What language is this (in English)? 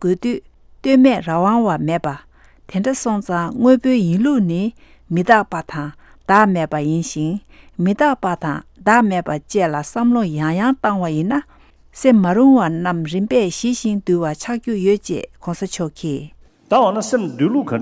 Tibetan